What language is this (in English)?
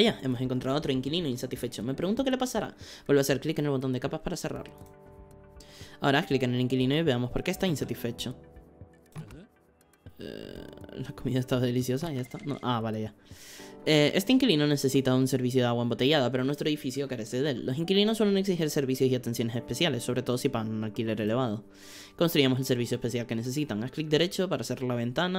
Spanish